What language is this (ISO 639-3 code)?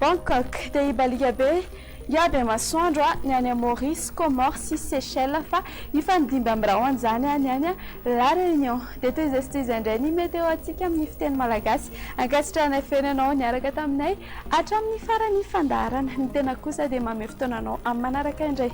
mlg